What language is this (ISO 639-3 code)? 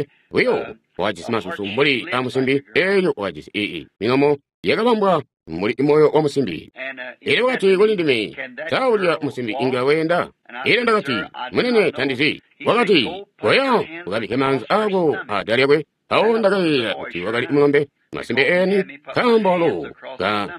toi